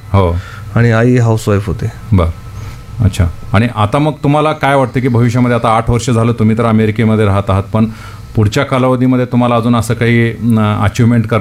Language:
Marathi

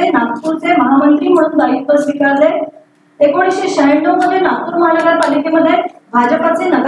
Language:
Marathi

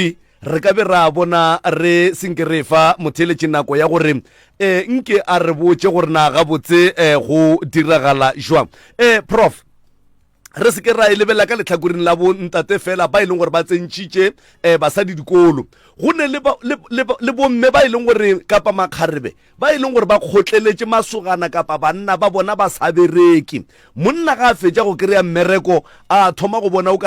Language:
Northern Sotho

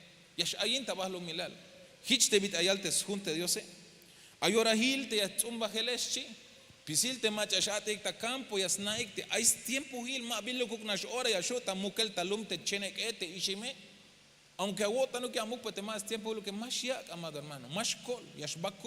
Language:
Tzeltal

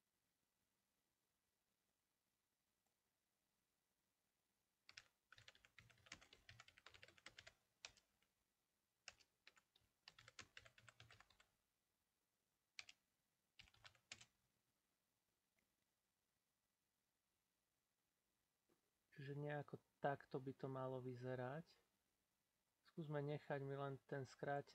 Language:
Slovak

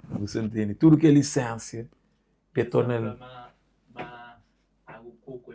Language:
Kabuverdianu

